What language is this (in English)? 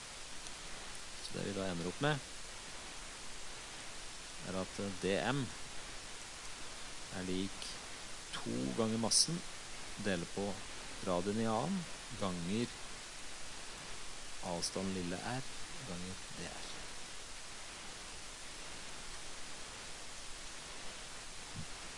Norwegian